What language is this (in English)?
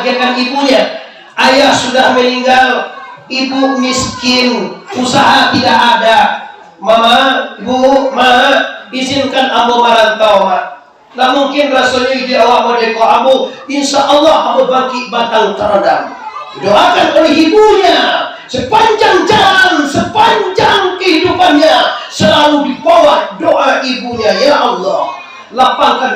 Minangkabau